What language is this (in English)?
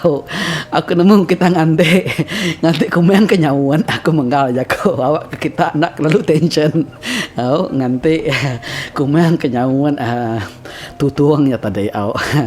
Iban